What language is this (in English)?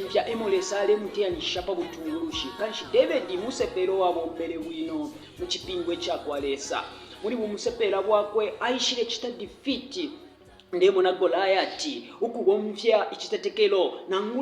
Bemba